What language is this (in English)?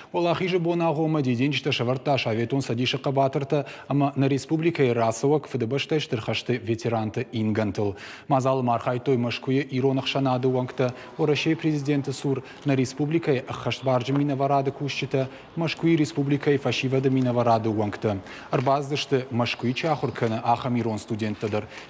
Ossetic